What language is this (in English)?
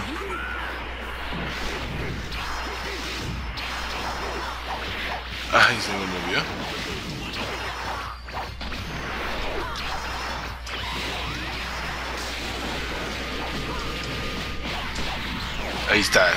Spanish